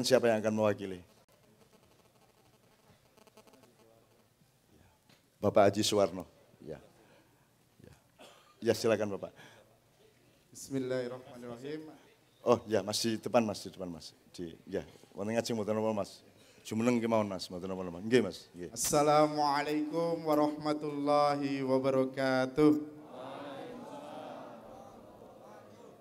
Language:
Indonesian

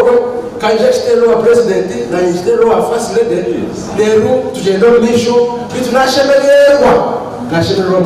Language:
Nyankole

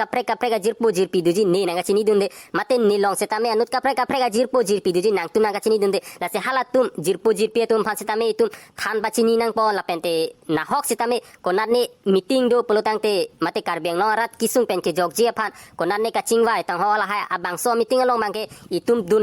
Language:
Karbi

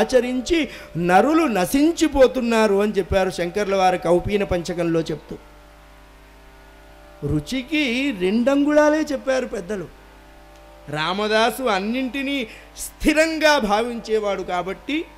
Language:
Telugu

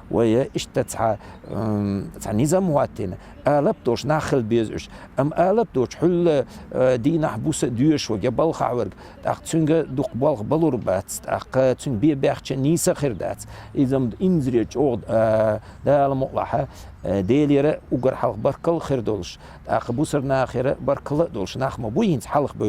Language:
Chechen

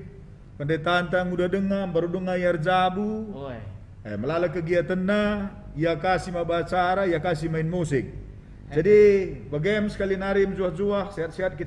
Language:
Batak Karo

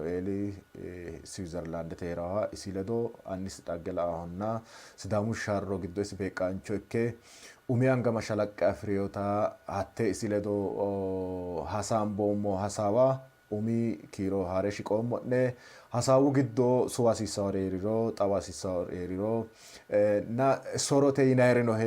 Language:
Sidamo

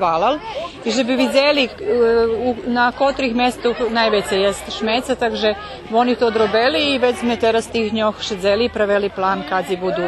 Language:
Rusyn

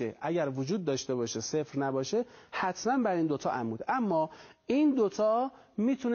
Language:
Persian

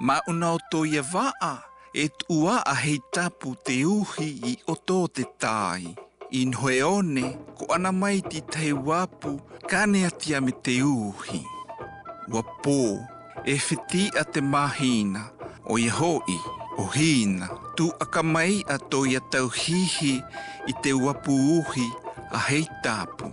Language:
South Marquesan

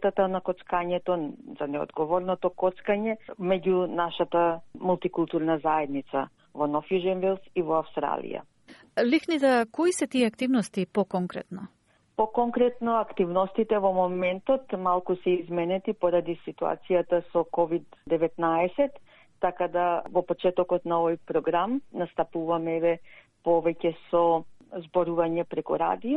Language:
Macedonian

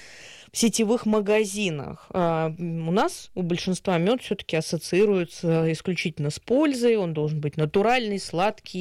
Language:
Russian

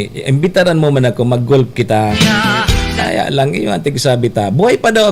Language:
Bikol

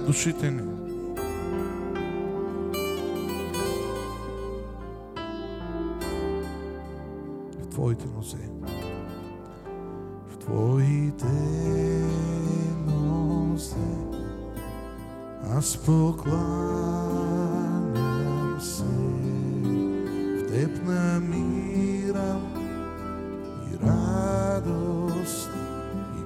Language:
Bulgarian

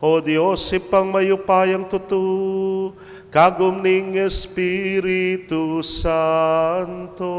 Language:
Pampanga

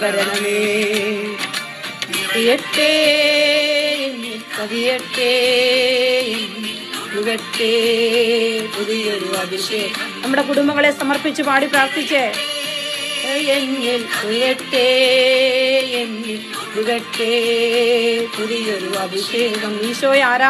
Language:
Malayalam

